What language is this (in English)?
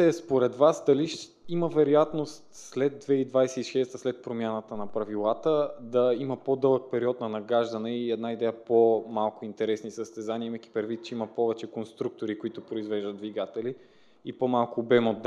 Bulgarian